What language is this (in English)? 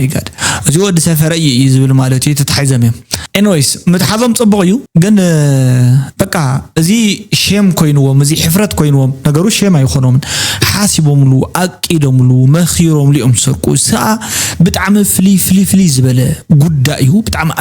Tigrinya